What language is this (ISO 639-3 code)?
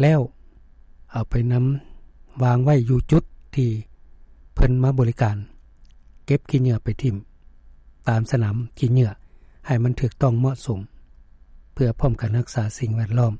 lao